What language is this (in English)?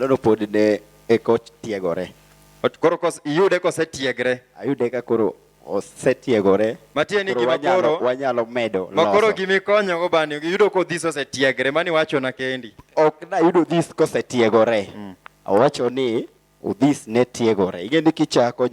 Luo (Kenya and Tanzania)